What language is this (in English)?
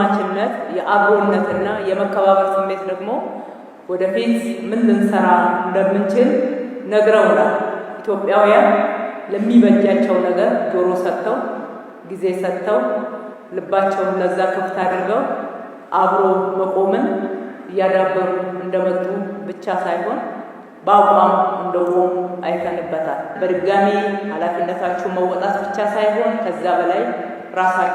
Amharic